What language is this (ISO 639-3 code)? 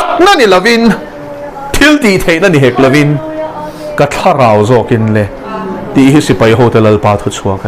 lus